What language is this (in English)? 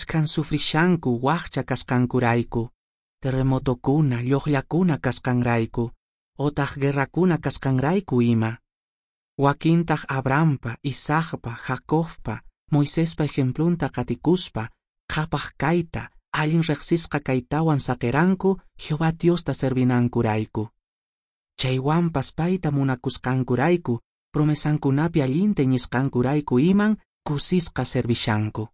Quechua